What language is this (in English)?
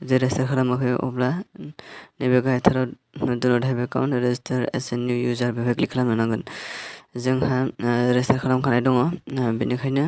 Bodo